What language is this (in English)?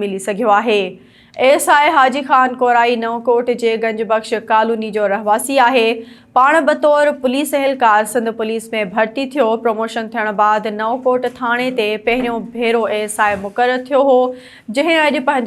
Sindhi